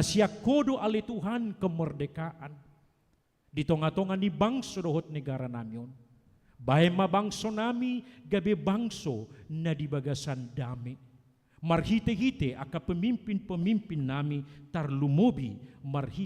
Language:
Batak Toba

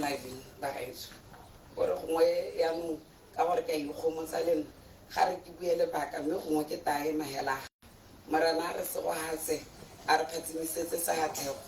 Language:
Tswana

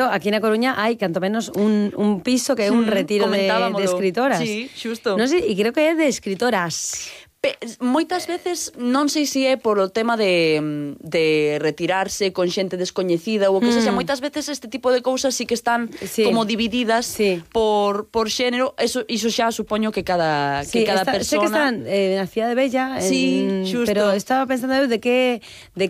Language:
Galician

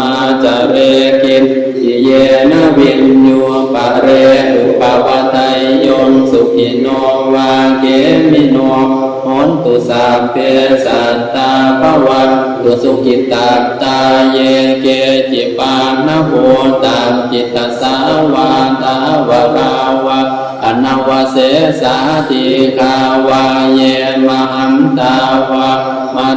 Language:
Pali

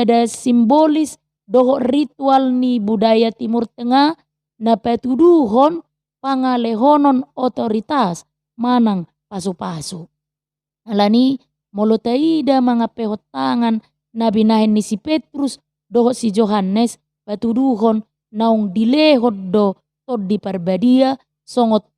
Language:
Batak Toba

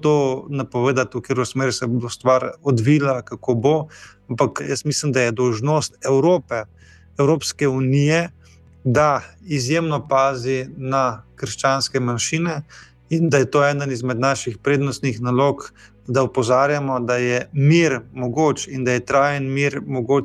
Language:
Slovenian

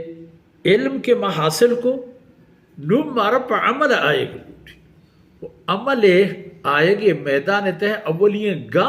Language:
Baluchi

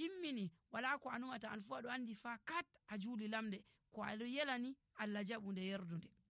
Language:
Nigerian Fulfulde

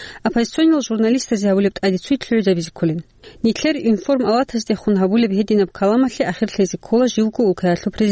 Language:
Avaric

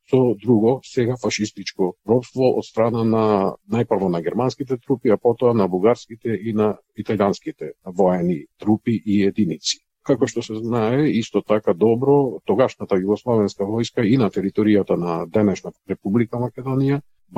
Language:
Macedonian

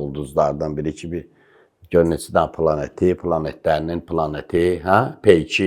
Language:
Azerbaijani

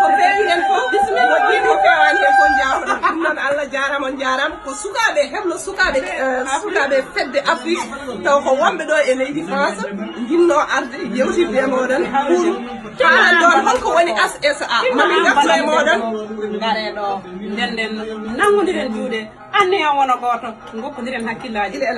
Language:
Fula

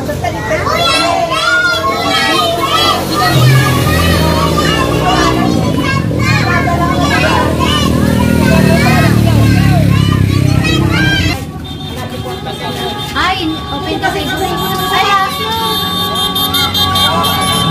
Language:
Filipino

